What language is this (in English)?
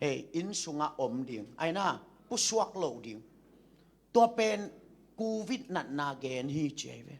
Tedim Chin